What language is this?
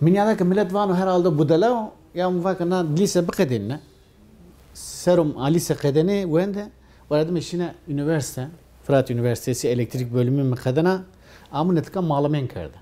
Zaza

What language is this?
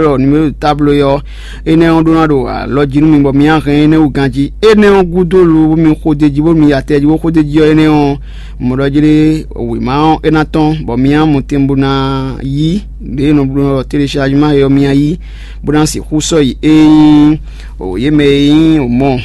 Fon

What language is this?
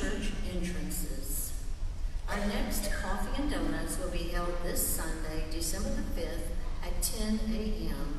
English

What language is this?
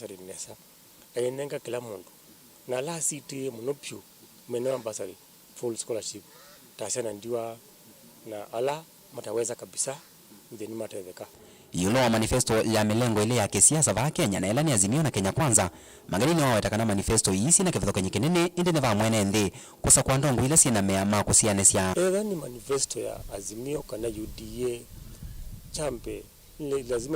Kamba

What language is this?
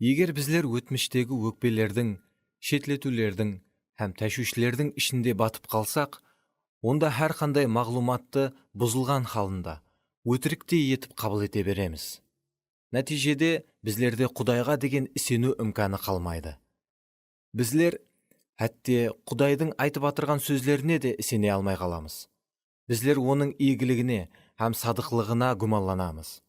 Kara-Kalpak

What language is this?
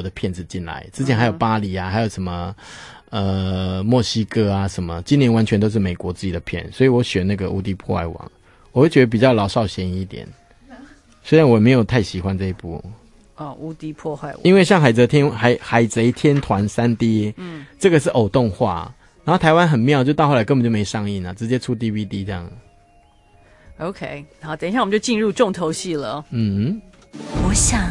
Chinese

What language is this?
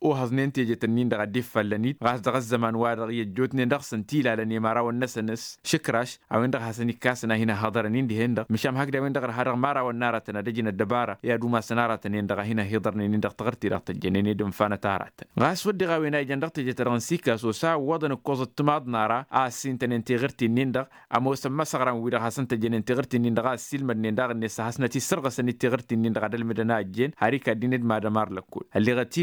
Tamasheq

